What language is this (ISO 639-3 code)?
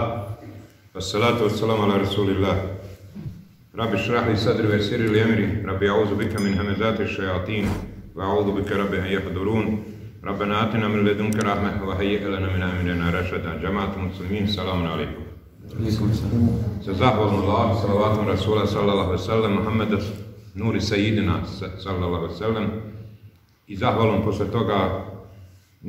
bos